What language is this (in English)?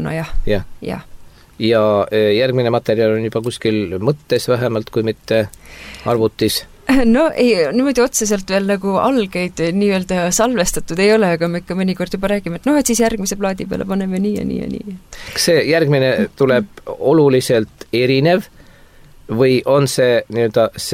Estonian